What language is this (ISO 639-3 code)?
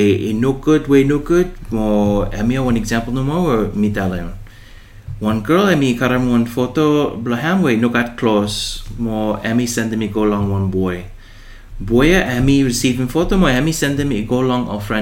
bis